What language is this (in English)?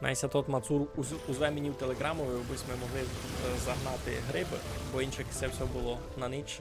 Rusyn